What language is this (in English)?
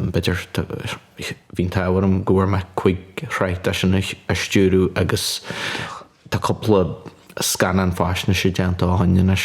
Irish